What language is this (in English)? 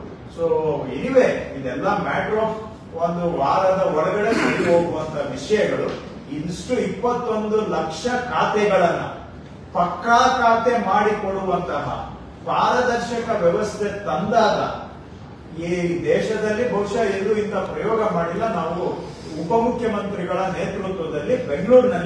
Kannada